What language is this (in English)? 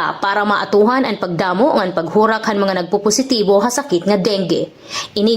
Waray